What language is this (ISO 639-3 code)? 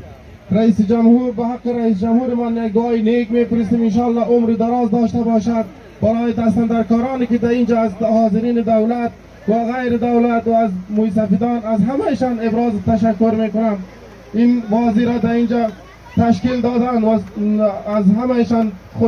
tgk